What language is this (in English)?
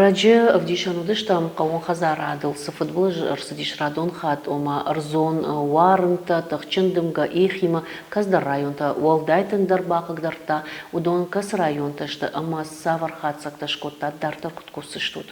Ossetic